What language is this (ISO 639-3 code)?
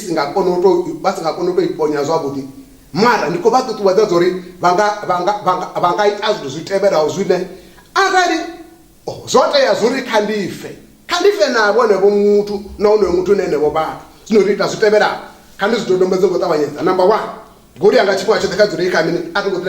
ven